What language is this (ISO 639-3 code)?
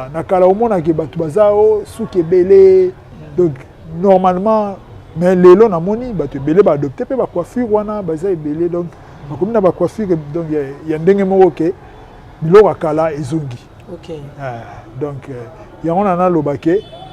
lin